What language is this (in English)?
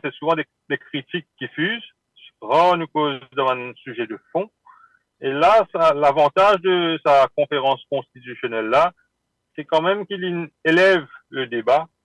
Morisyen